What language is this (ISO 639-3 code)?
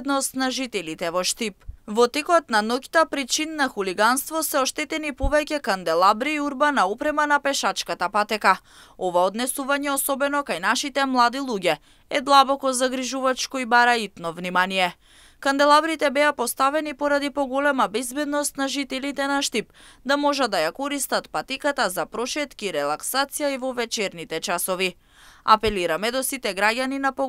mkd